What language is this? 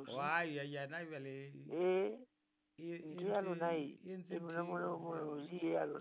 Southern Sotho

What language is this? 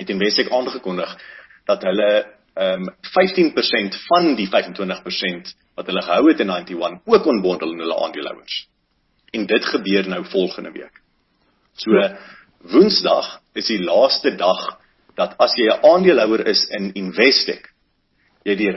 Afrikaans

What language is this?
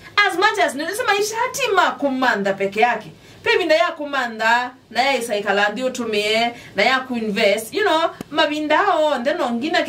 Kamba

